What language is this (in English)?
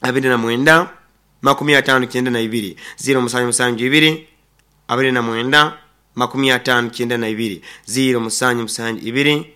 Nyoro